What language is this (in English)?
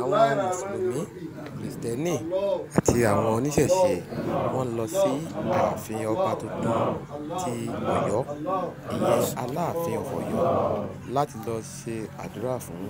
Yoruba